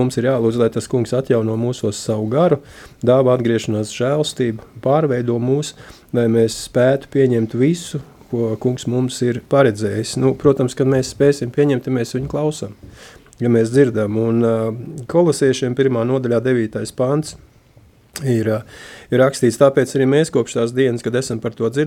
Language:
Latvian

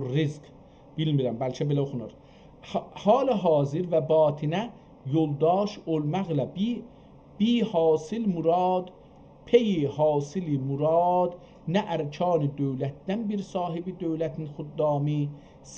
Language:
South Azerbaijani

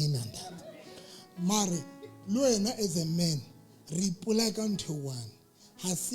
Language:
Southern Sotho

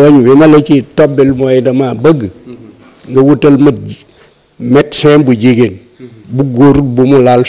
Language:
Wolof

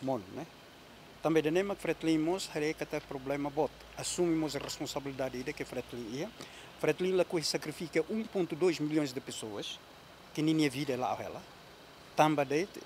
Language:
Tetum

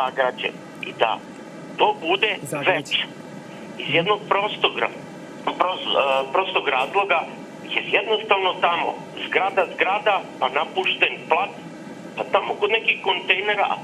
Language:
Serbian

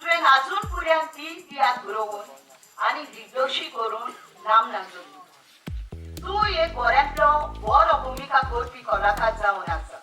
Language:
Konkani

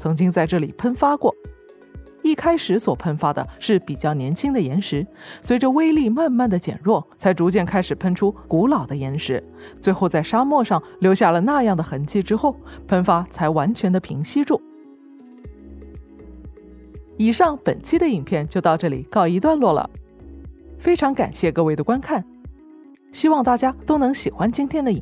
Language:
Chinese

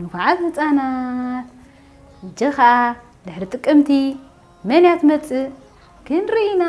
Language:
Tigrinya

